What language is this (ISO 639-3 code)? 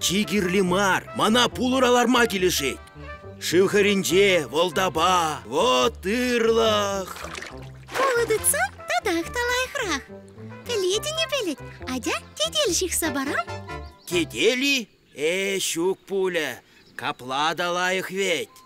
chv